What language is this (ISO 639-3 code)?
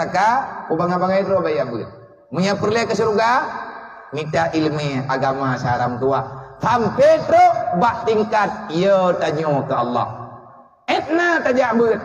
ace